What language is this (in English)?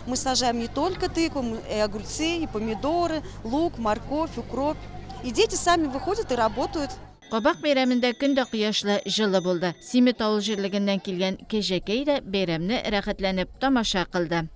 Tatar